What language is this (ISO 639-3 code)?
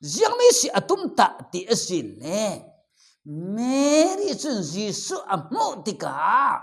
cfm